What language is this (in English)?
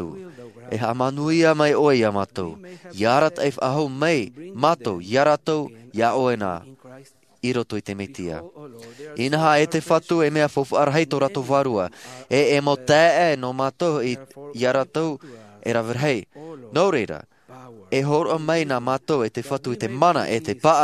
Tahitian